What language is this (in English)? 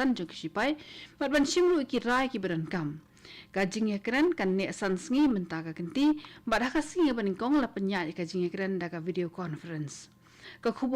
Khasi